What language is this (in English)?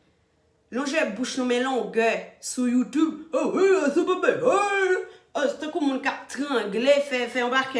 Haitian Creole